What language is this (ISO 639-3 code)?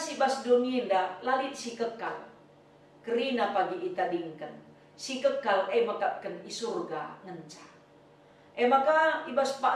btx